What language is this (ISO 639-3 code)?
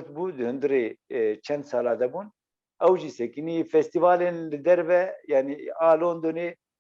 kur